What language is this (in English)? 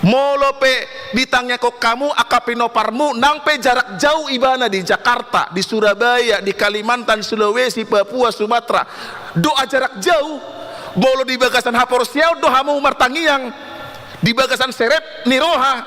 Batak Toba